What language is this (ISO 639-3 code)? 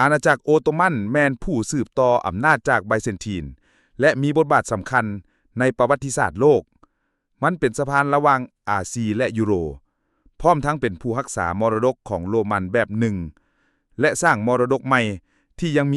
lao